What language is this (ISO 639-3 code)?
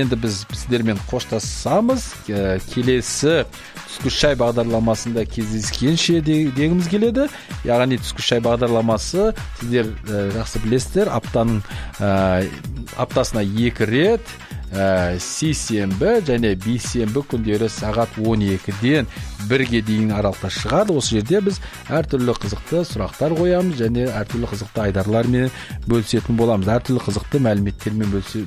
kaz